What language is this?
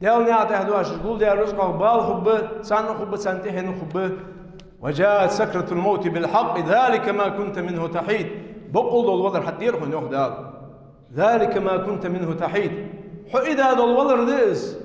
Ingush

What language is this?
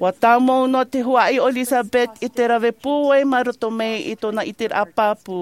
Tahitian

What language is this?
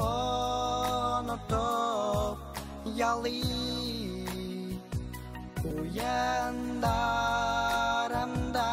Bashkir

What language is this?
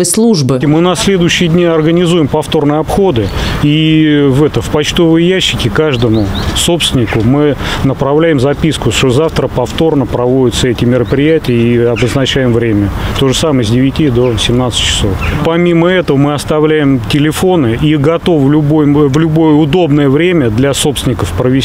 Russian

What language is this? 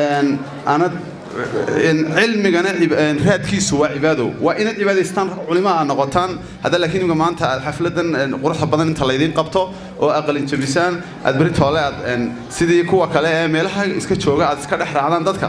Somali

